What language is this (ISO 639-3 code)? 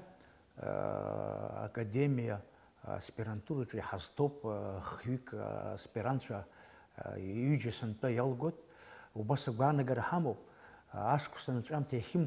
abk